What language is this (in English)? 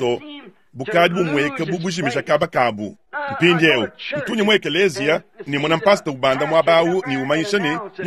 Luba-Lulua